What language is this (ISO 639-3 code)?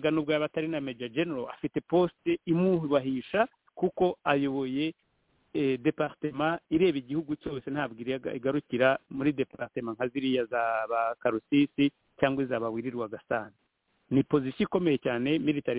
kin